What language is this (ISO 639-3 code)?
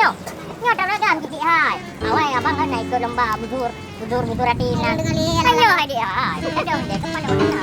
ace